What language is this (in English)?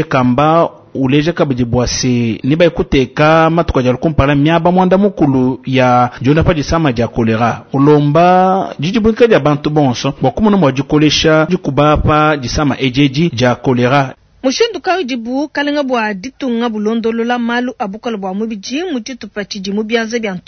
Luba-Lulua